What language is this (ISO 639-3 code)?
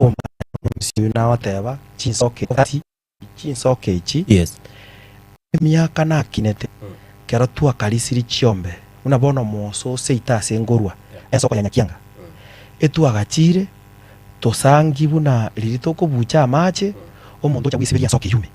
guz